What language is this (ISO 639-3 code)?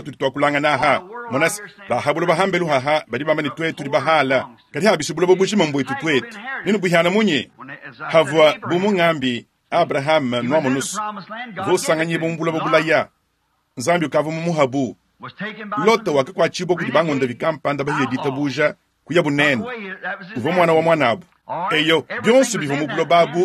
lua